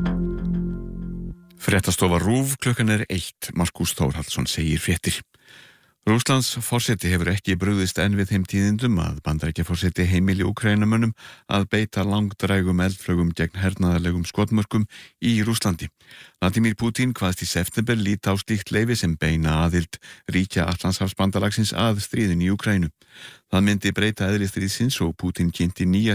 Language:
Icelandic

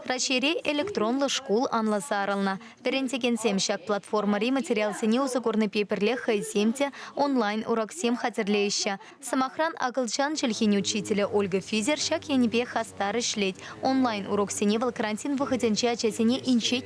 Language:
Chuvash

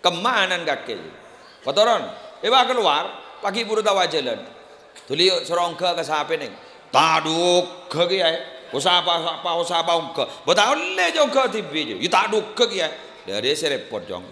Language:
Madurese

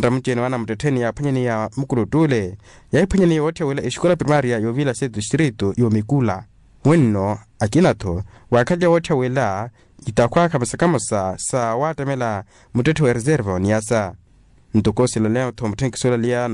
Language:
Makhuwa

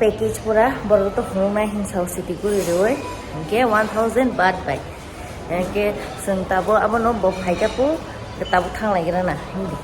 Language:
Kok Borok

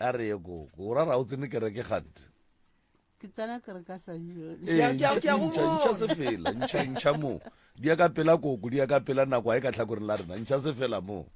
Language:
Northern Sotho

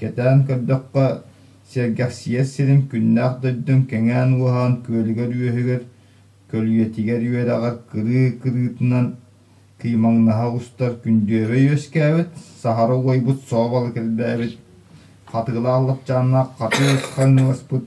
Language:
Yakut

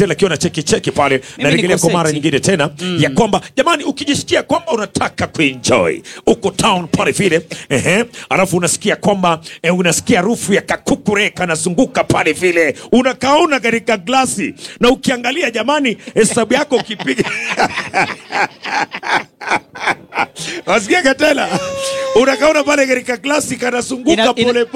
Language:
Swahili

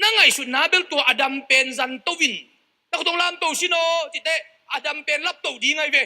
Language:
Tedim Chin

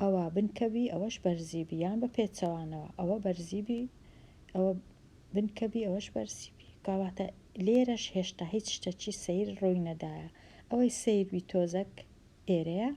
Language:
Central Kurdish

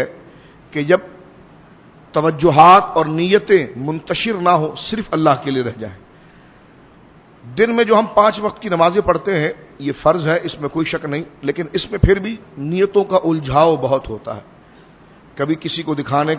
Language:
Urdu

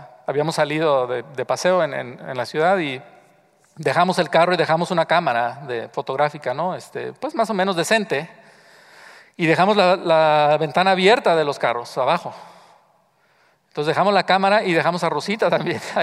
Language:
Spanish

